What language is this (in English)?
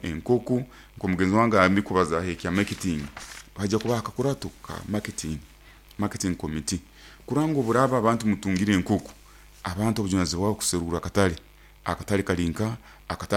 Nyoro